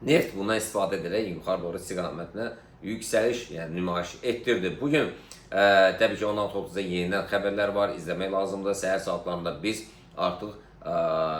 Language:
Azerbaijani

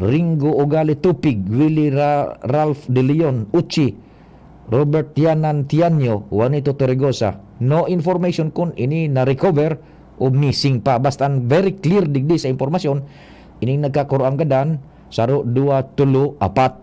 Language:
Bikol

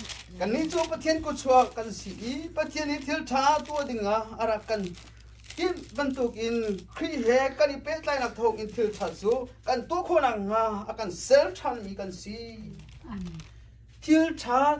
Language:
Hakha Chin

